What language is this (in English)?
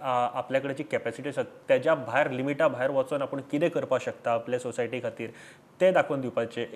Konkani